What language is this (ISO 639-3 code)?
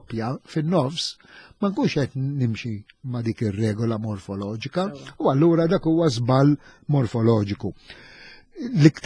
mlt